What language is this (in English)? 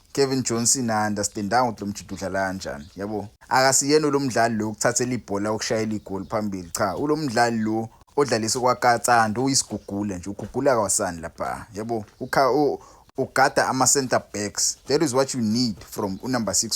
Zulu